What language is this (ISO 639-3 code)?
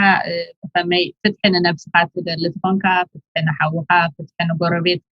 tir